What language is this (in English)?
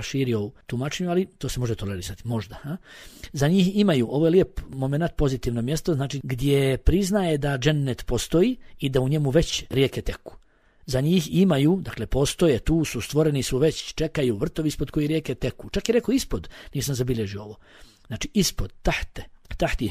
Bosnian